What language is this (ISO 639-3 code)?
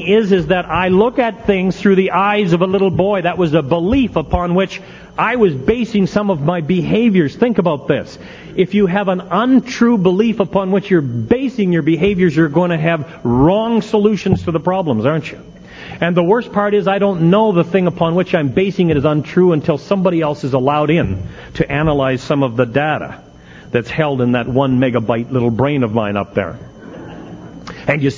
eng